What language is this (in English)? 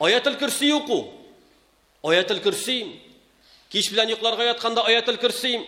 Tatar